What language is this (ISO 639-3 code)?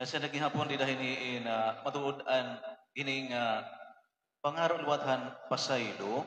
war